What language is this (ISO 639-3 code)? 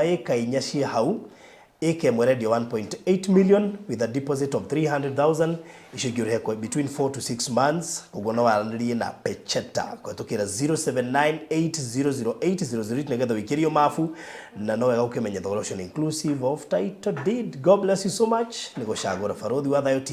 kik